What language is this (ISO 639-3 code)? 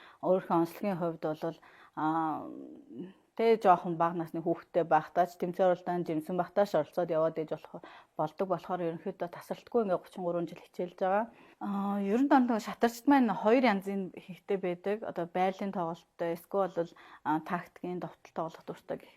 mon